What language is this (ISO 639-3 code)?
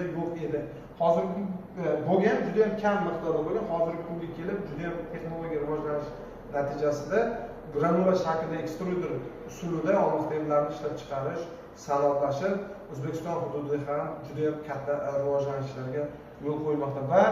uzb